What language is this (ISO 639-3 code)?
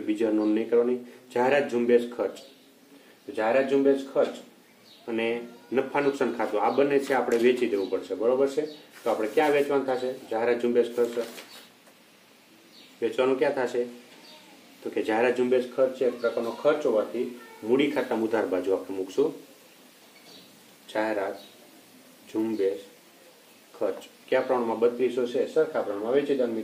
guj